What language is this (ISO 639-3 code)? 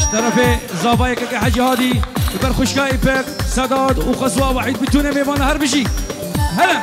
kur